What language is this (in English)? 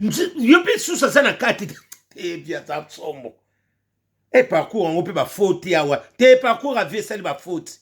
Lingala